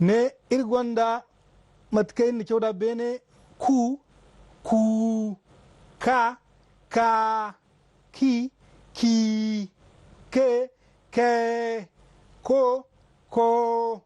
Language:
Zarma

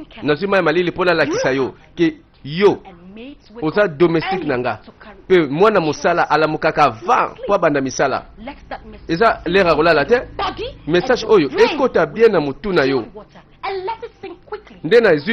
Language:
Lingala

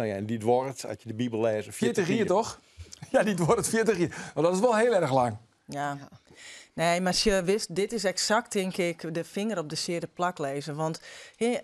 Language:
Western Frisian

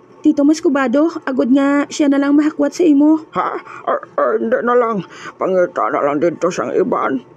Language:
Hiligaynon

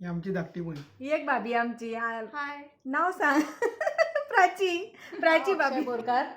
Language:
Konkani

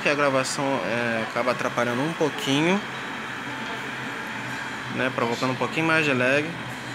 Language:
Portuguese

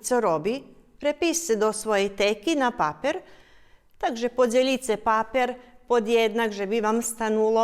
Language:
Rusyn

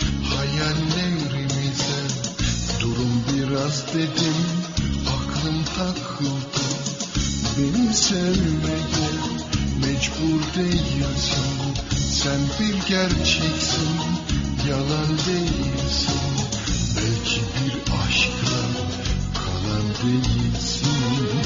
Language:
Turkish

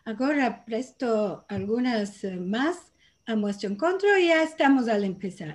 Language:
Ladino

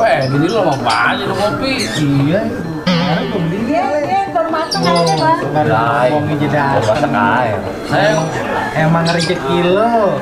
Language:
Betawi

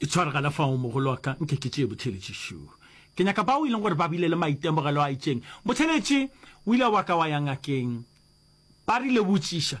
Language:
Northern Sotho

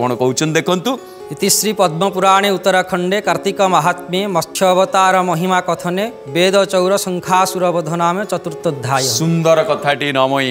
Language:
Odia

